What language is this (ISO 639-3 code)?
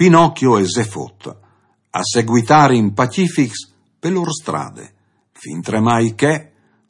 fur